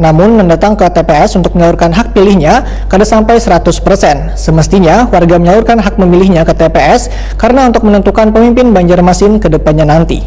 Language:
Banjar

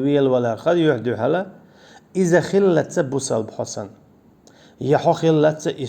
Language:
Chechen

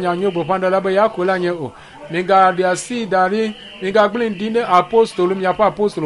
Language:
Ewe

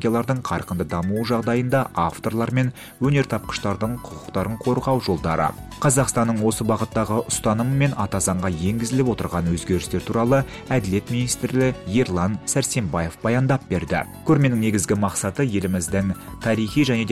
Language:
Kazakh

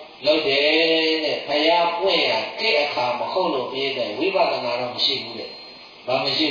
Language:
Burmese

